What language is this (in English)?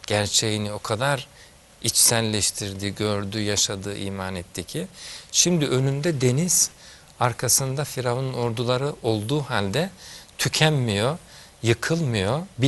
Turkish